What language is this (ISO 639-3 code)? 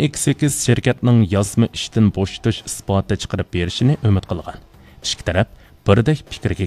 uig